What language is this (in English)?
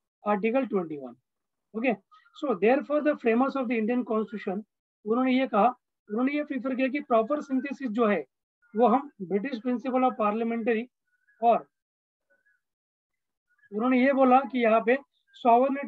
Hindi